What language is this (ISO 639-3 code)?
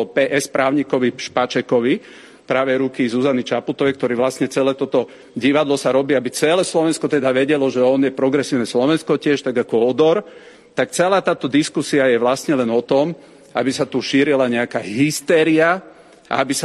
slk